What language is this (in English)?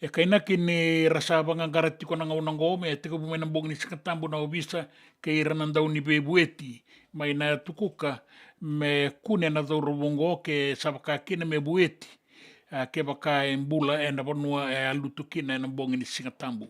Fijian